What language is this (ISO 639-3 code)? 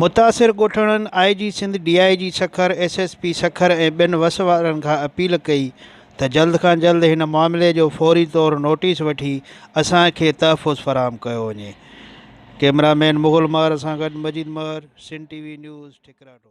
snd